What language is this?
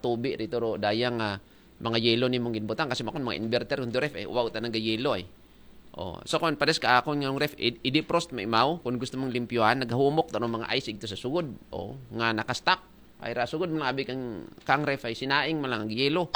Aklanon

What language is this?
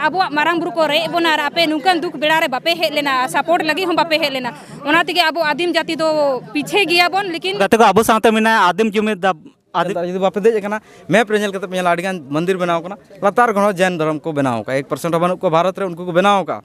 Santali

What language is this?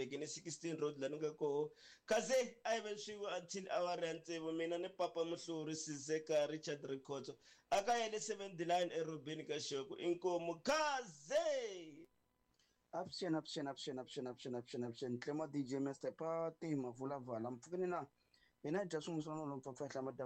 Tsonga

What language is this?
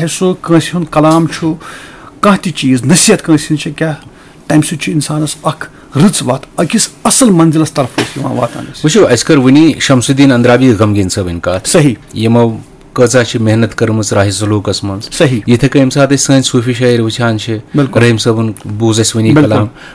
Kashmiri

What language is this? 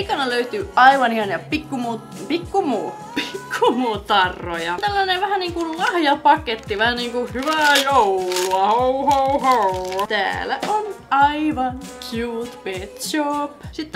Finnish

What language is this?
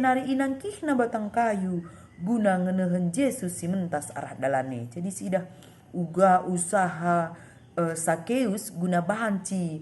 Batak Karo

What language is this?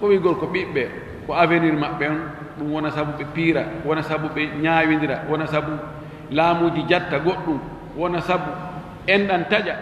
Fula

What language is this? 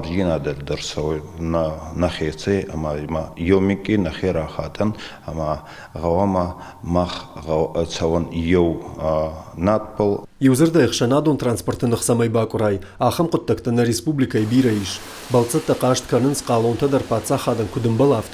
Ossetic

